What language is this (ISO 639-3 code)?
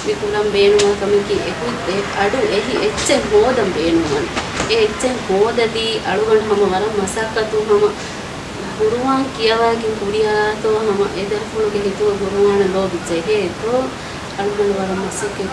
div